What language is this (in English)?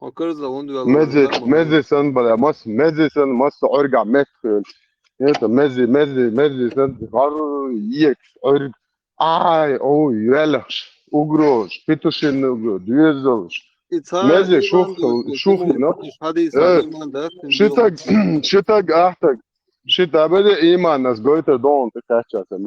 Chechen